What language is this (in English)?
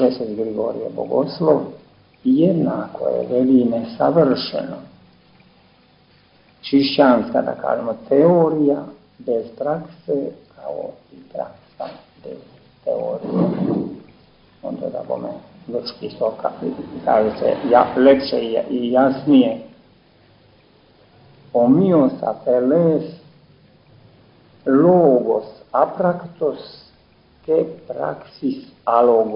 Serbian